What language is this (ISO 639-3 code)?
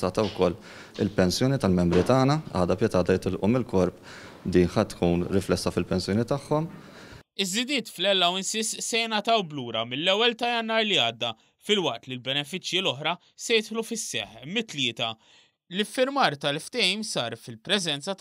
mlt